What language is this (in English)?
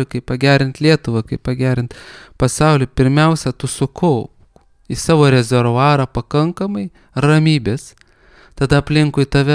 Lithuanian